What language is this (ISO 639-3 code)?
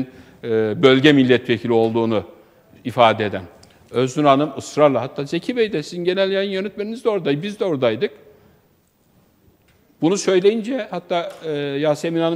tur